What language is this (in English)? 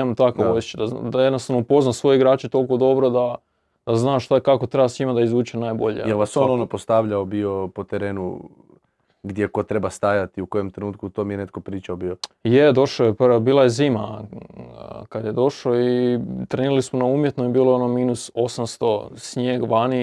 Croatian